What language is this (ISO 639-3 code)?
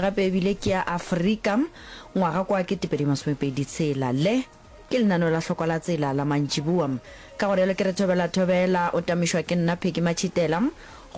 nso